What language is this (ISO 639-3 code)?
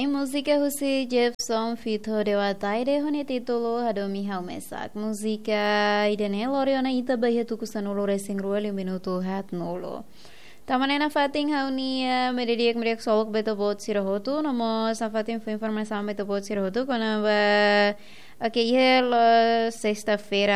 tet